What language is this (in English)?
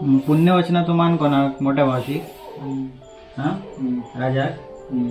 Konkani